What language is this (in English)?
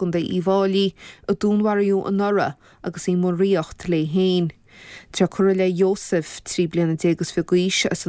Irish